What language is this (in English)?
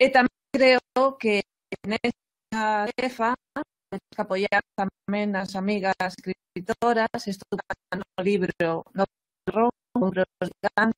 Galician